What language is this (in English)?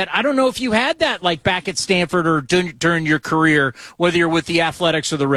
English